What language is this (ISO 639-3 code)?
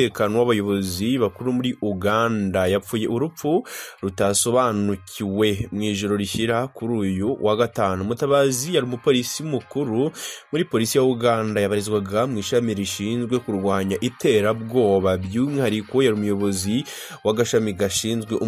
kin